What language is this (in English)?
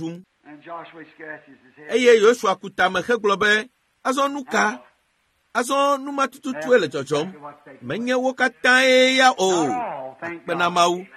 Ewe